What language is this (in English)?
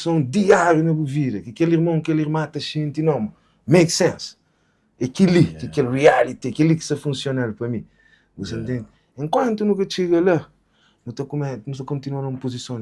Kabuverdianu